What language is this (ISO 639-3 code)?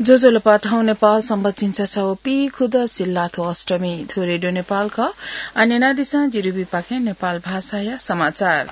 new